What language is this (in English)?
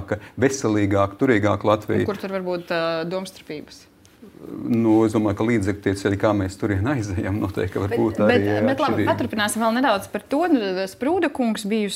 Latvian